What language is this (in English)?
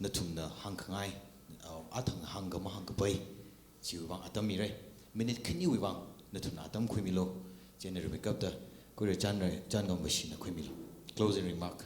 Tangkhul Naga (India)